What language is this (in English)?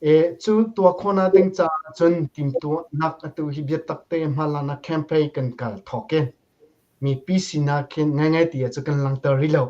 Hakha Chin